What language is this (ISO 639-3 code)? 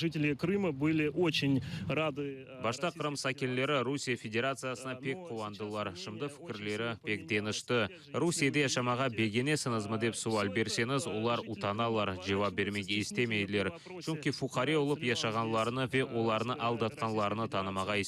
crh